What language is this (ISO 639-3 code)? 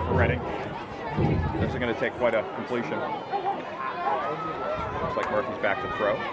eng